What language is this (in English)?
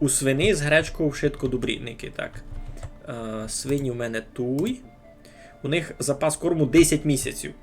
Rusyn